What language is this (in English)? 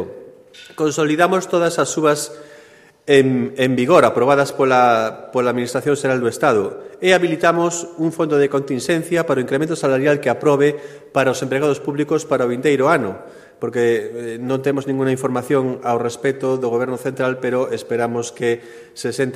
Galician